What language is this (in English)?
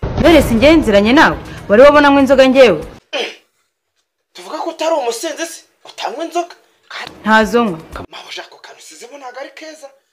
Kinyarwanda